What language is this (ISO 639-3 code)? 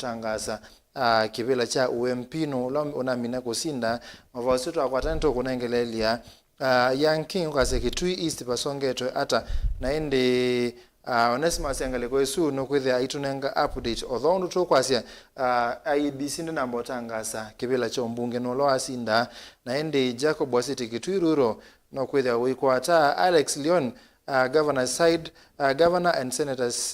kam